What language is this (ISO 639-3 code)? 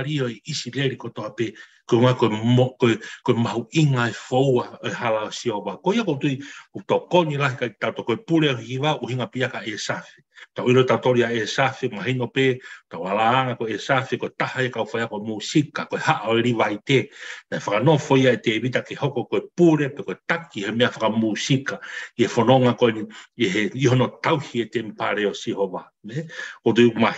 ton